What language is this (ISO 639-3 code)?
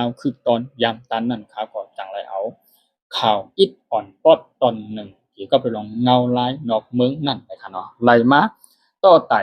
shn